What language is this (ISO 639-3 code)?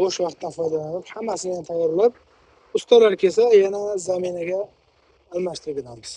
uzb